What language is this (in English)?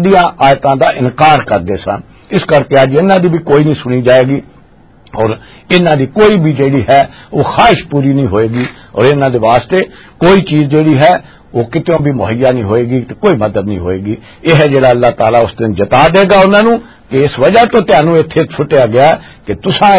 Western Panjabi